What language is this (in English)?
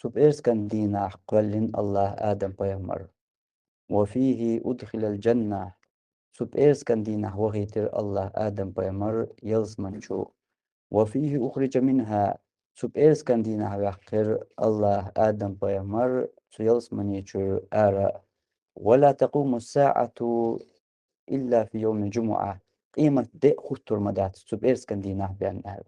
Chechen